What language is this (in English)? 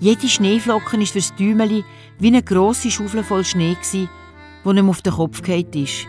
Swiss German